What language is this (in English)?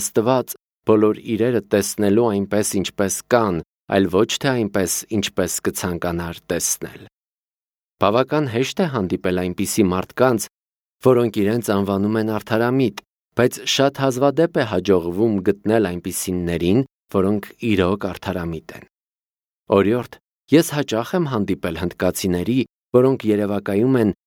Armenian